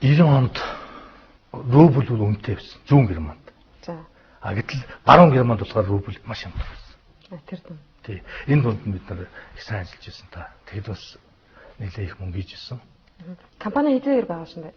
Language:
Mongolian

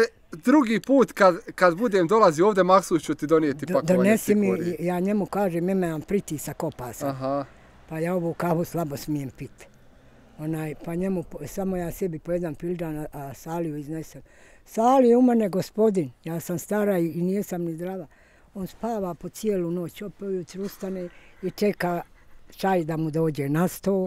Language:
Bosnian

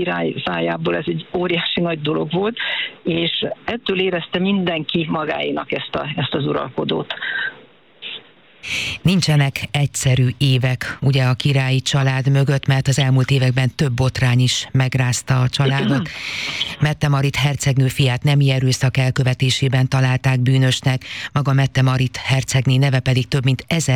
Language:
Hungarian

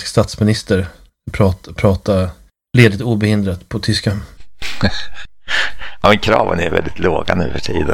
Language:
Swedish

